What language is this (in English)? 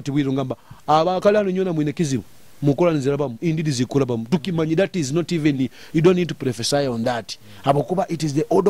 Nyoro